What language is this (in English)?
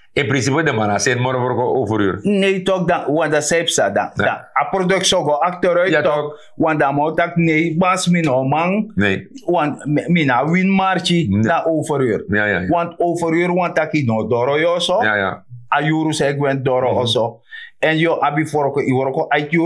Sranan Tongo